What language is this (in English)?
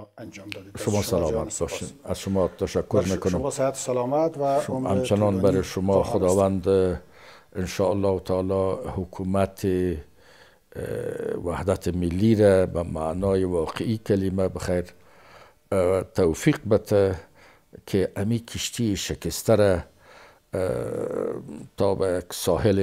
Persian